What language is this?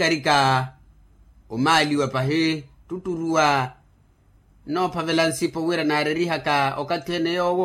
Makhuwa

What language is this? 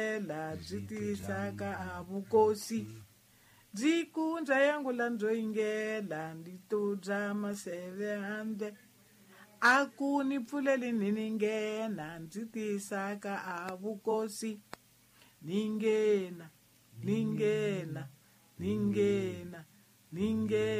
Tsonga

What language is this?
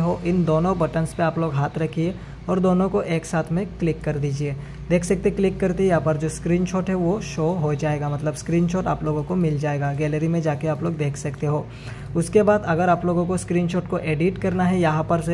Hindi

